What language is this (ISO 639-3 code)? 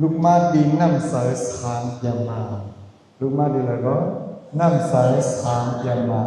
shn